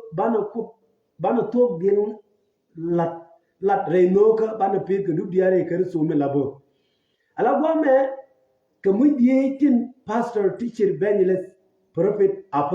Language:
Nuer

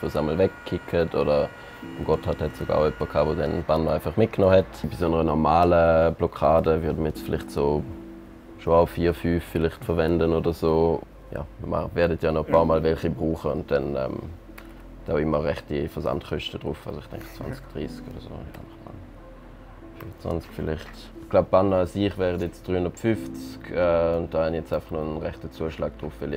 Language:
Swiss German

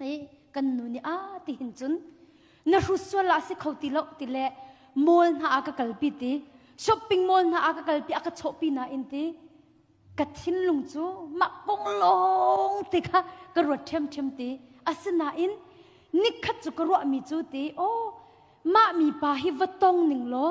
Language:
Hakha Chin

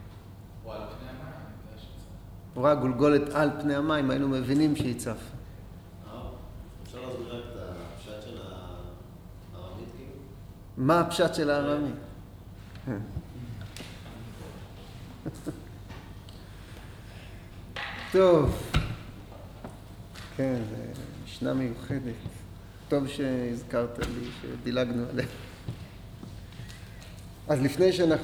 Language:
Hebrew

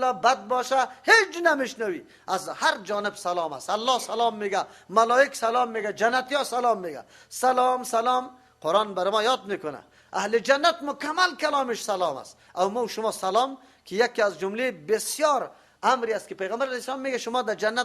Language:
Persian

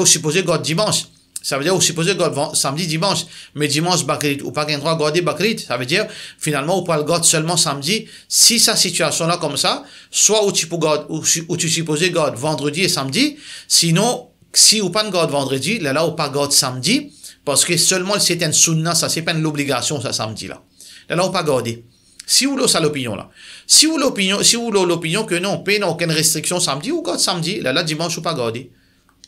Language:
Morisyen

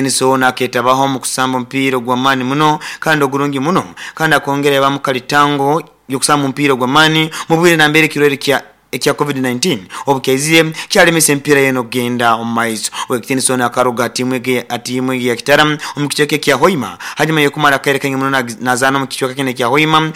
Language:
Nyoro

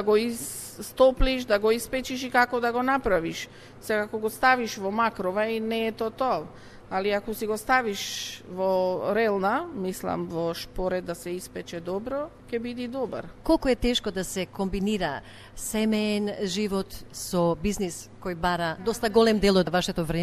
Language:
Macedonian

